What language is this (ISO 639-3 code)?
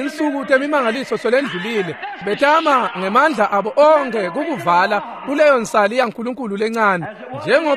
ssw